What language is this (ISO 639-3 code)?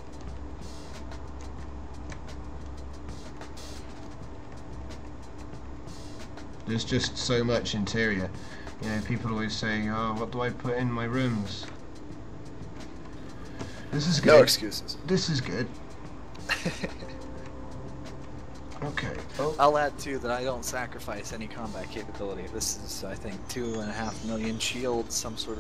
eng